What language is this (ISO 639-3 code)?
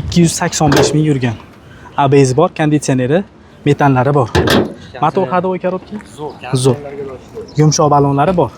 uzb